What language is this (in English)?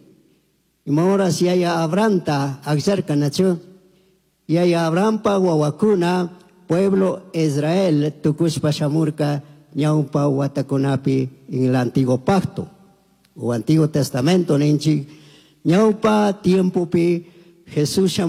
Chimborazo Highland Quichua